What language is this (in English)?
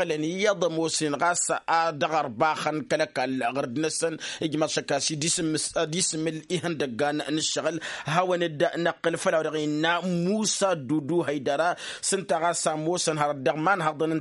Tamasheq